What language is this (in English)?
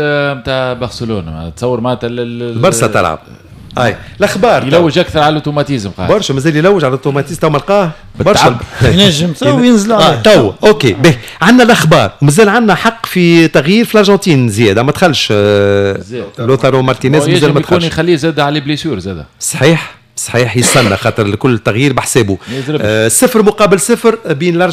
Tunisian Arabic